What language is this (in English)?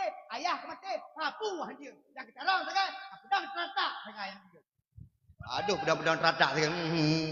Achinese